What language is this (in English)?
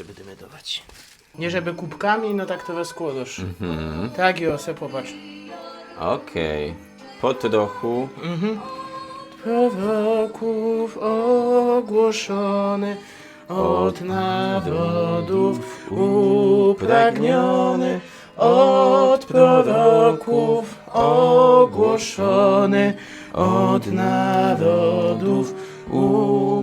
Silesian